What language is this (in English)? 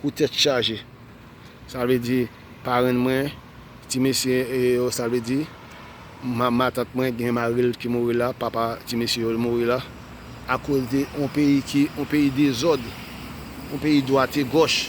Haitian Creole